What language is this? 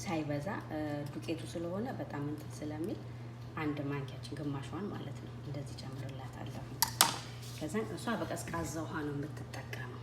Amharic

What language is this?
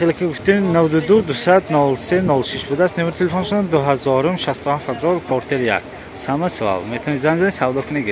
Tajik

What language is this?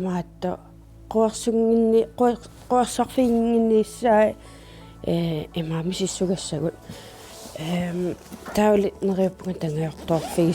Kalaallisut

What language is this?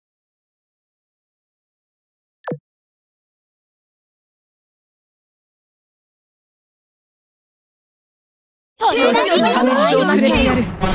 Japanese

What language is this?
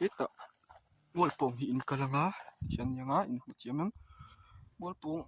Mizo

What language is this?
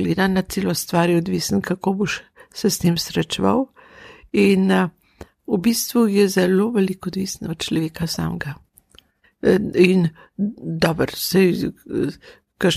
Slovenian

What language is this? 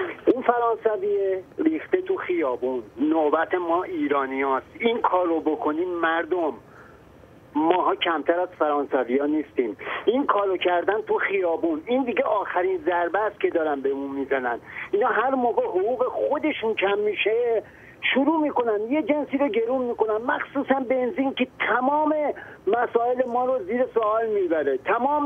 Persian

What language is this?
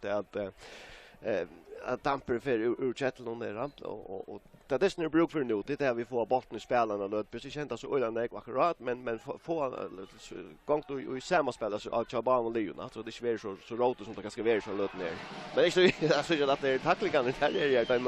Faroese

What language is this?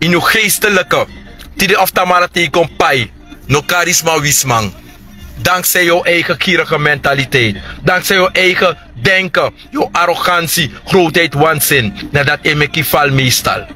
Sranan Tongo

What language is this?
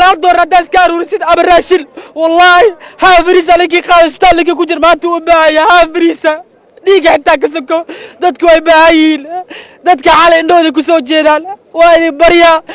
Somali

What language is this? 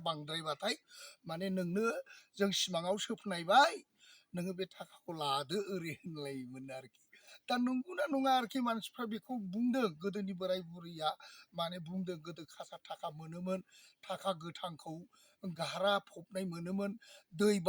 Bodo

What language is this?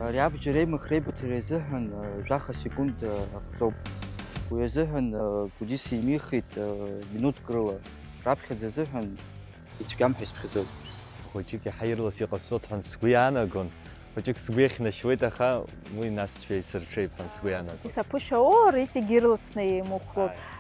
Abkhazian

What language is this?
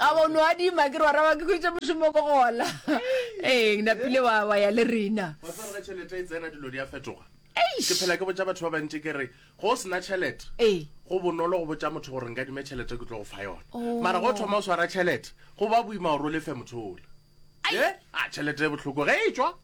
Northern Sotho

